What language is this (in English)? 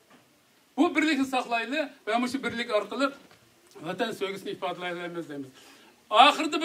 Uyghur